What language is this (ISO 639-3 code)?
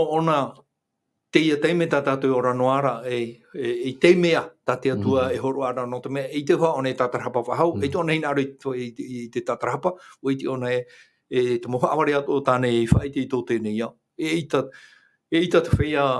tah